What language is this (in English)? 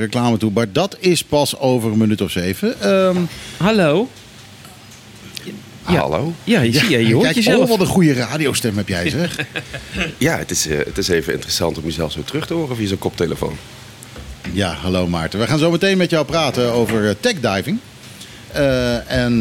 Dutch